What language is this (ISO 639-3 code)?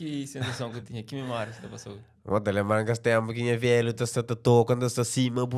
kea